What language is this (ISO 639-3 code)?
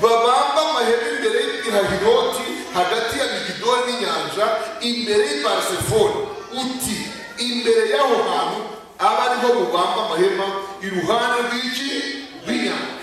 kin